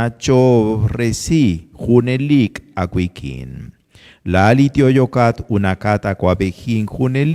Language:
Kekchí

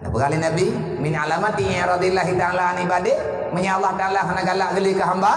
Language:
Achinese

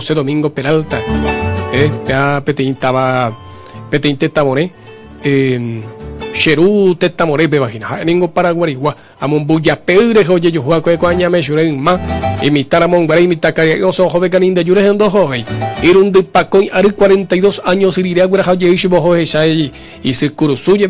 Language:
Guarani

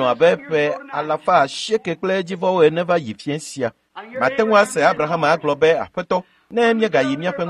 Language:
Ewe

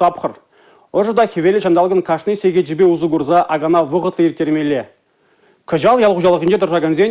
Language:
Chuvash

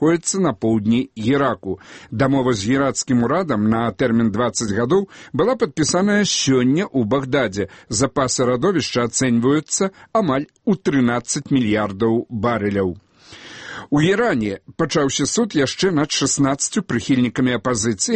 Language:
Belarusian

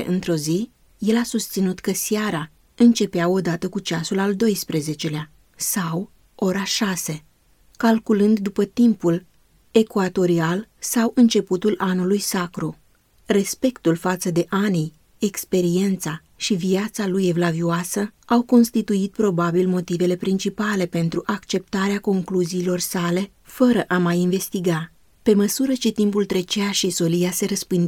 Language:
Romanian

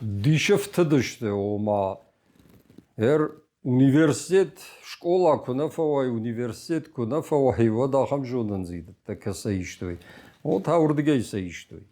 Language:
Ossetic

